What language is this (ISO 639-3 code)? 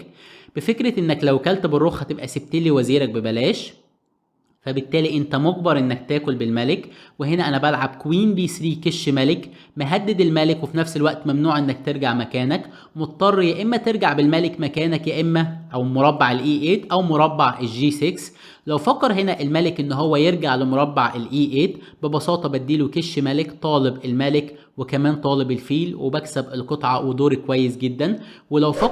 arz